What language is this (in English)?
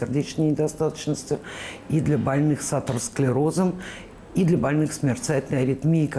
Russian